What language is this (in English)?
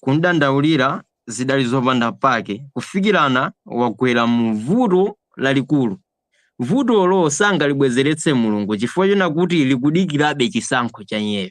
Nyanja